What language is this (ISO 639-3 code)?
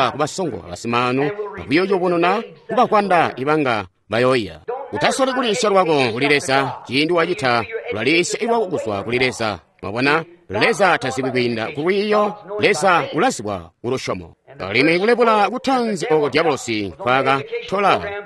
toi